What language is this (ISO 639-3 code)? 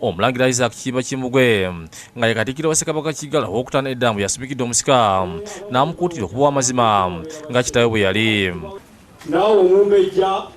lug